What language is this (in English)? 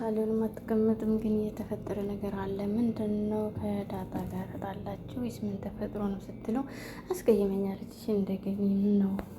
Amharic